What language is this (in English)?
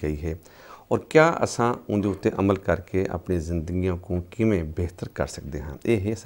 Saraiki